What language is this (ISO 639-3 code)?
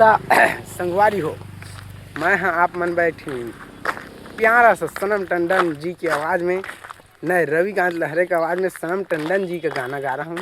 hne